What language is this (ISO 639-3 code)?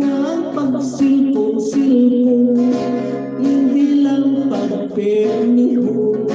hil